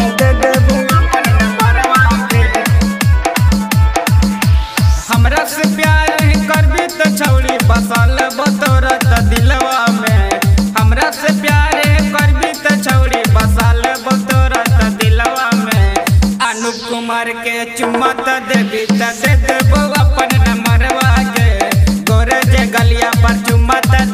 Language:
Magahi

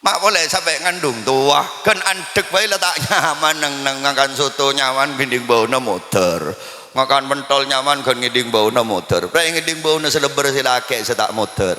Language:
Madurese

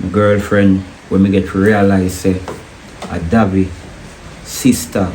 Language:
Jamaican Creole English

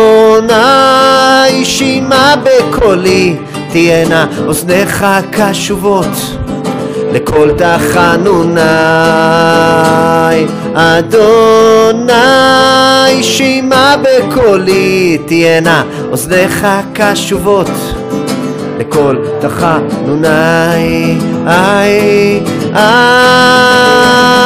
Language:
Hebrew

